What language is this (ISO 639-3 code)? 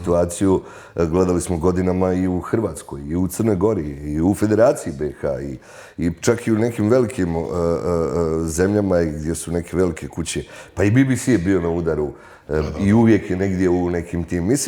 bos